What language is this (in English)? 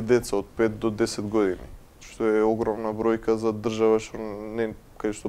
Macedonian